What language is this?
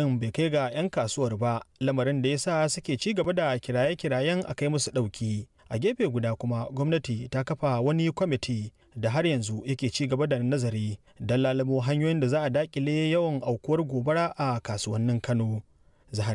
Hausa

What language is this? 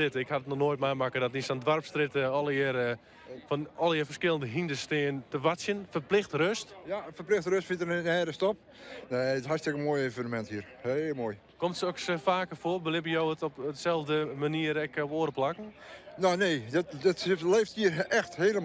Western Frisian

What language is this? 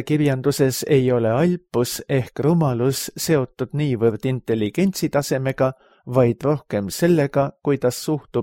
Estonian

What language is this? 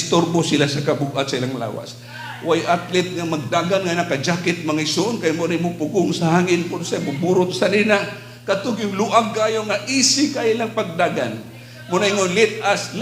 Cebuano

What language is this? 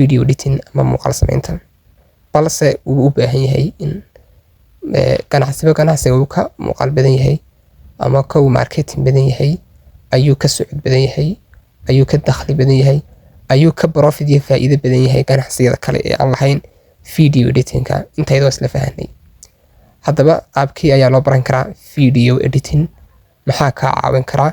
Somali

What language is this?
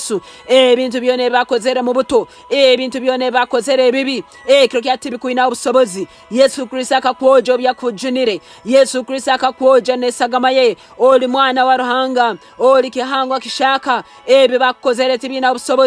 Nyankole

